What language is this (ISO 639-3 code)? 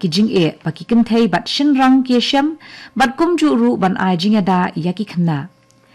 kha